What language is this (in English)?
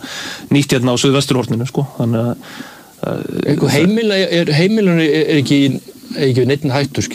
Icelandic